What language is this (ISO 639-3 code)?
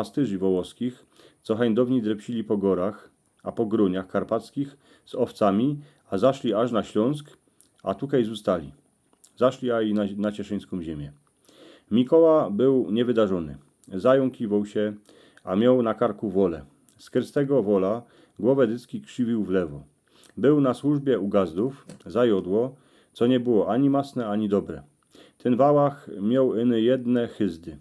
szl